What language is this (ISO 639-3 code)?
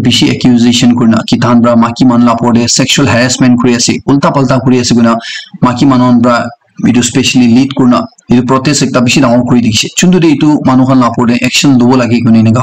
nag